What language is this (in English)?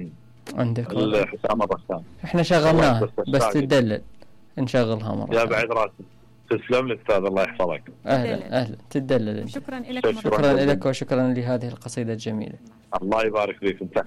Mesopotamian Arabic